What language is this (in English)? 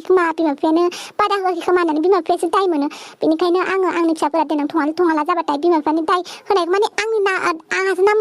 Bodo